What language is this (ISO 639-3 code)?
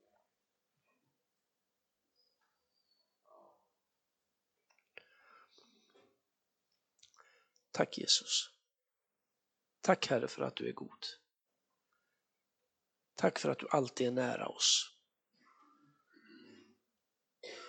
swe